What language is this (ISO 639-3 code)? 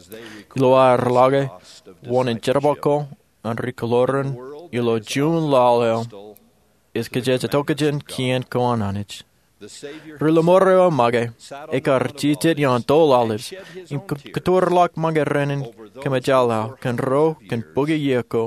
mah